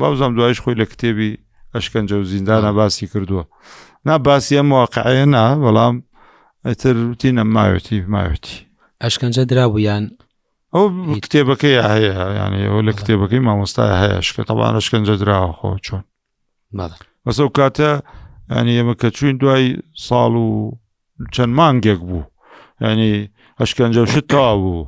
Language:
Central Kurdish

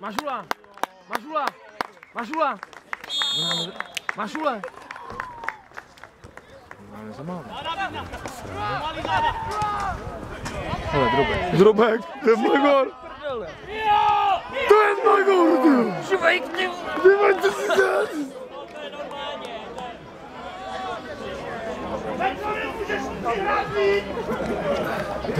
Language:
Czech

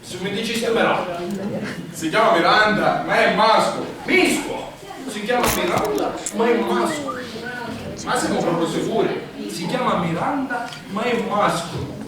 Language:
Sicilian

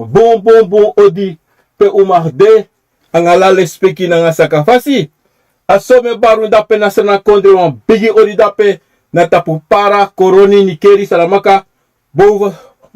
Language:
Sranan Tongo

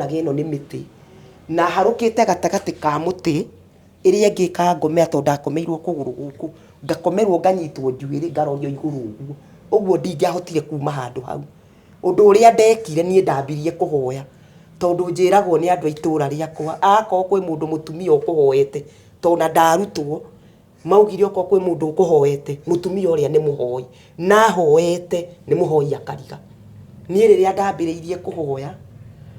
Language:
Kikuyu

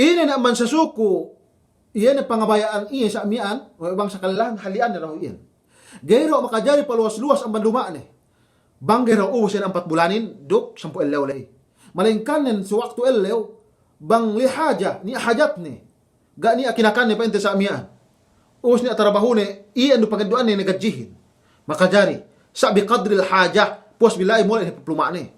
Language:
Yakan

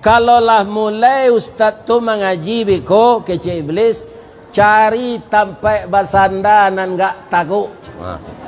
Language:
Minangkabau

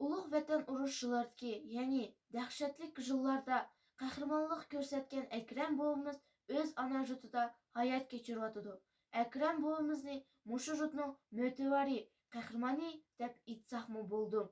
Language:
Uyghur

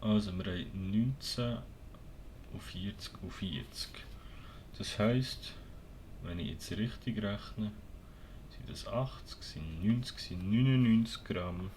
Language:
Swiss German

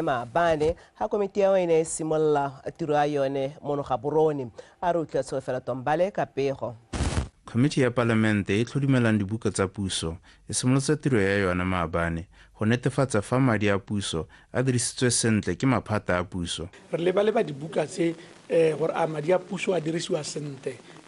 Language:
Tswana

